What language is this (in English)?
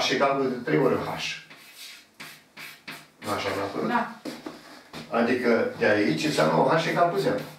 Romanian